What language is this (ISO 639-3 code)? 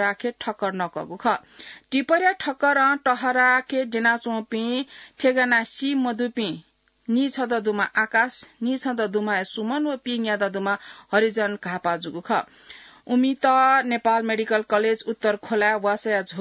new